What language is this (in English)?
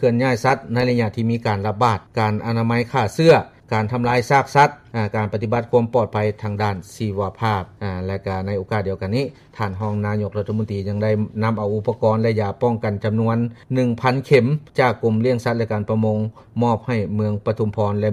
Lao